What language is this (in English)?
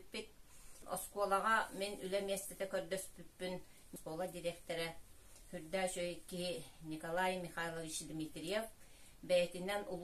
Yakut